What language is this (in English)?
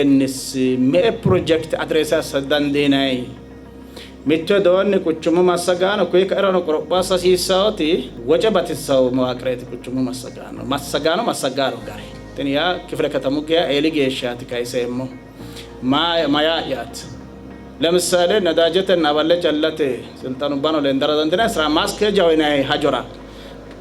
Sidamo